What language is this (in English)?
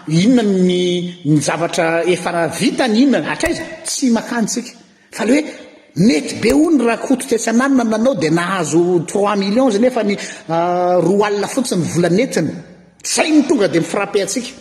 Malagasy